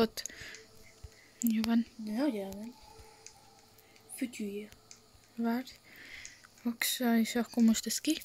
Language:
Hungarian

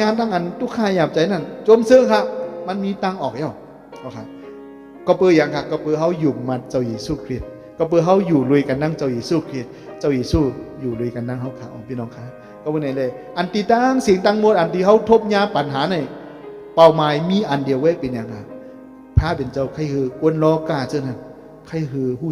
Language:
Shan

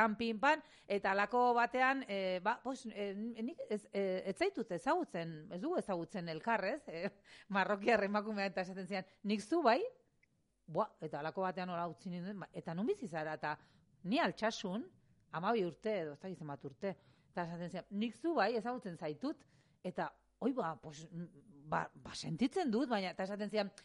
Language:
Basque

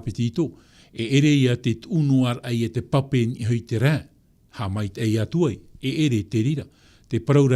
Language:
Tahitian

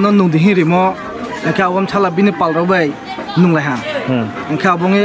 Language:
Riang (India)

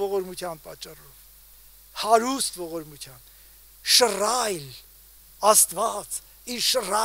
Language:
Armenian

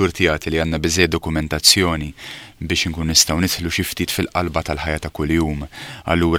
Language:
Maltese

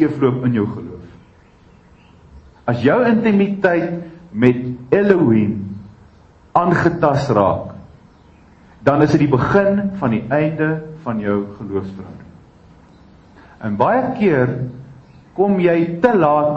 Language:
Afrikaans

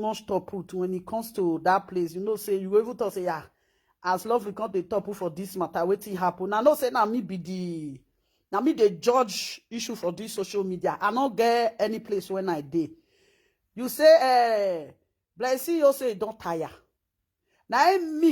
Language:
Nigerian Pidgin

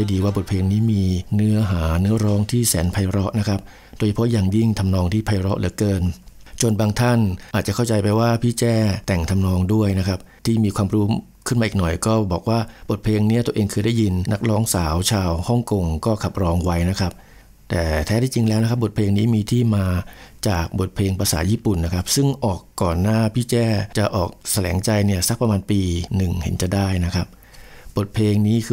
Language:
Thai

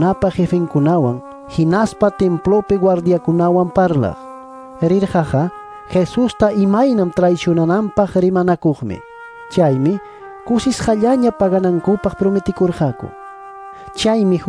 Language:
Ayacucho Quechua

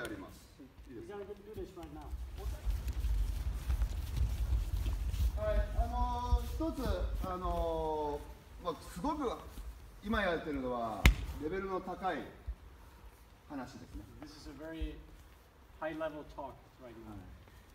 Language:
Japanese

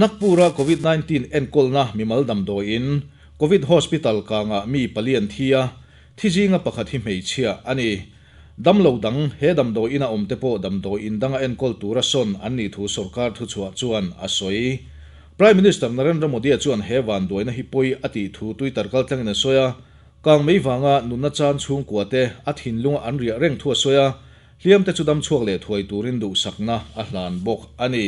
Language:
Mizo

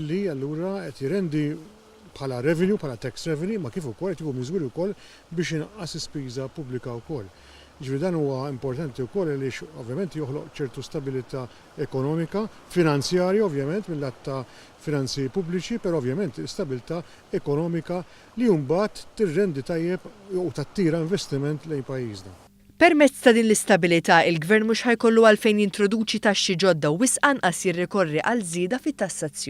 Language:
Maltese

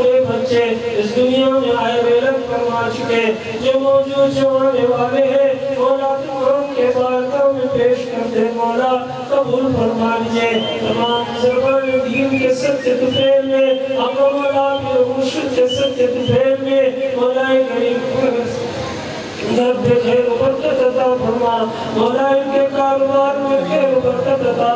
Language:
Urdu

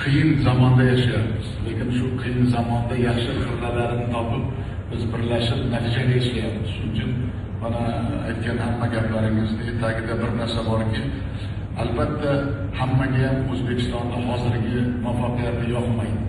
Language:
Uzbek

